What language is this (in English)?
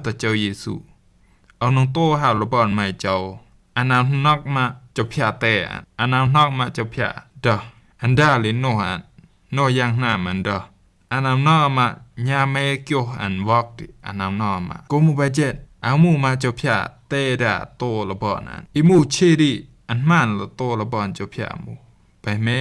Rumai Palaung